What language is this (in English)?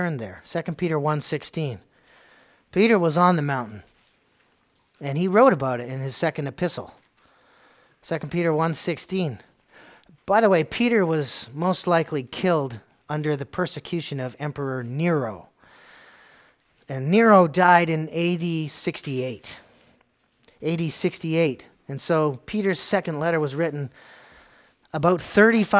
English